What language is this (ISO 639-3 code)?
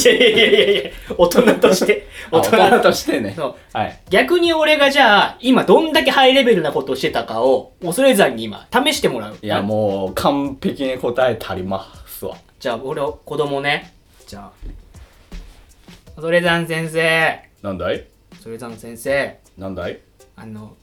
jpn